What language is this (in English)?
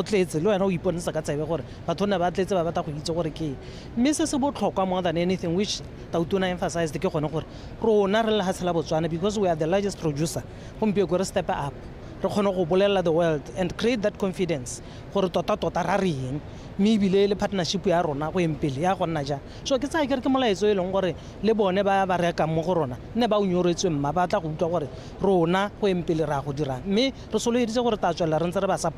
Tswana